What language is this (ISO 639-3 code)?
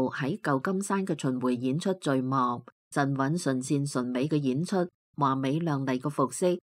yue